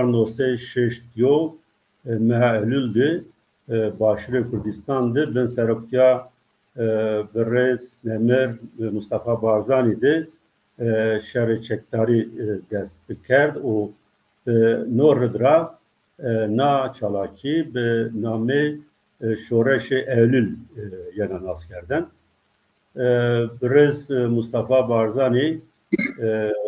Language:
Zaza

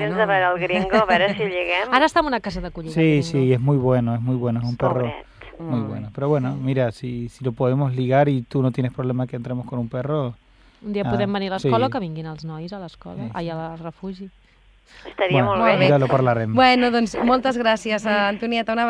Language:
Catalan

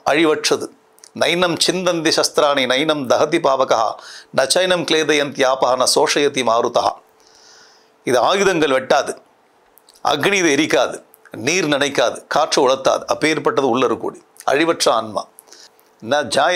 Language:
Tamil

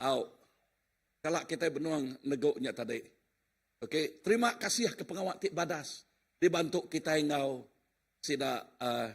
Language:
Iban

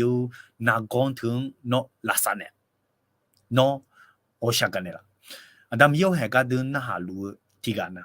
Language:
Akha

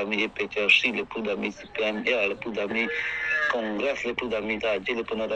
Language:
Karbi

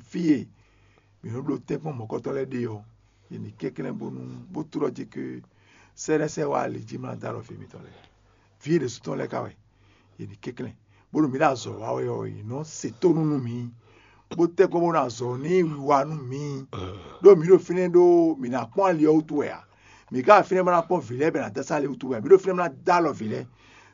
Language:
Fon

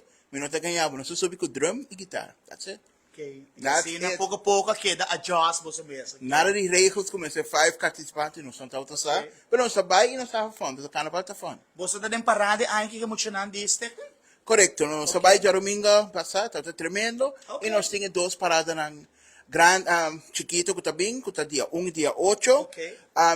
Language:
Papiamento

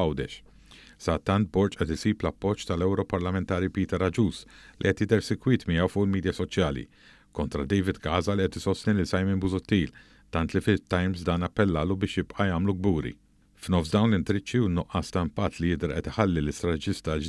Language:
Maltese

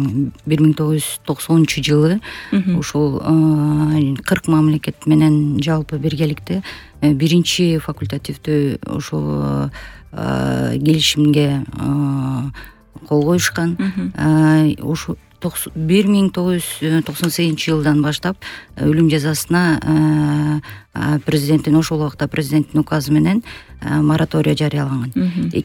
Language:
Kyrgyz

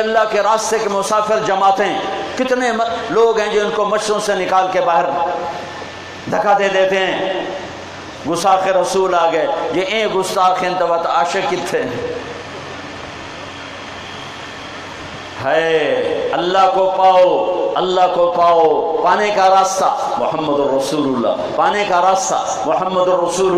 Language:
Urdu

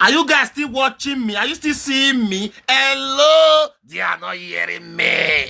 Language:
Nigerian Pidgin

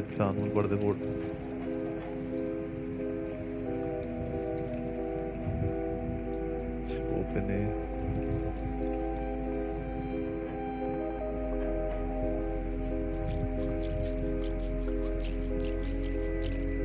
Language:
Tulu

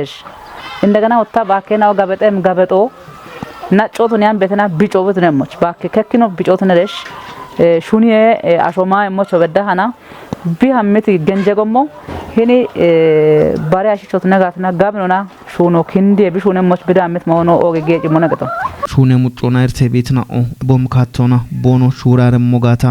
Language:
Kafa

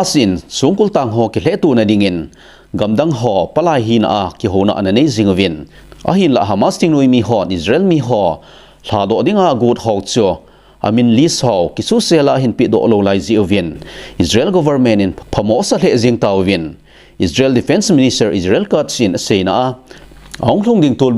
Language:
Thado Chin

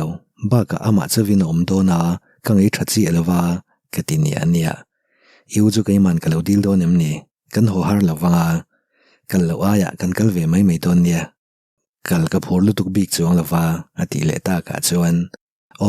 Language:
Mizo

